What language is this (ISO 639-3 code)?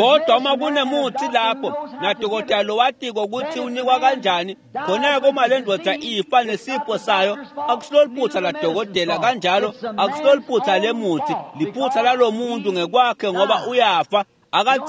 ssw